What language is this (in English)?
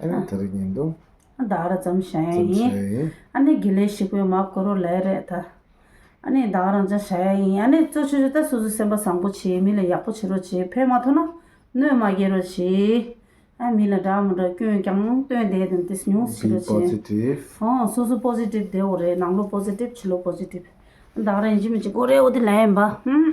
Tibetan